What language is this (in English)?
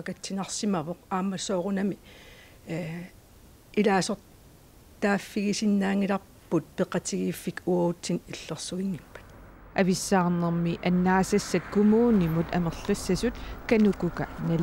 Kalaallisut